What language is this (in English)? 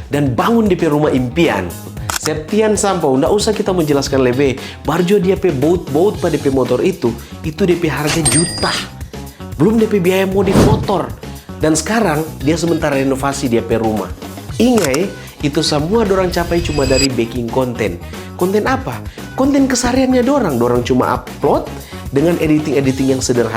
Manado Malay